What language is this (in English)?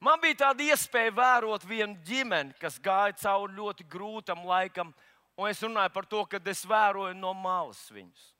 Latvian